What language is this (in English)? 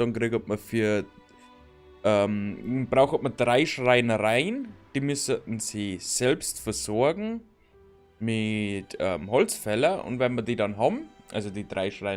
Bavarian